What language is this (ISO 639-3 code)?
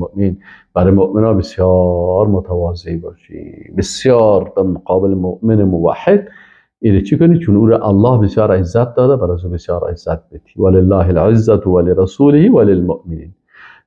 fas